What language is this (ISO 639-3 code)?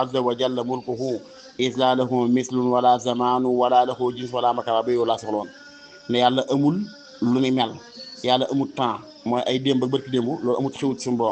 wol